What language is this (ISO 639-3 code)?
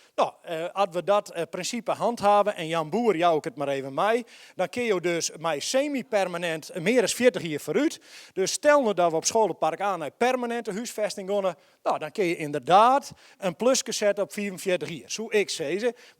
fry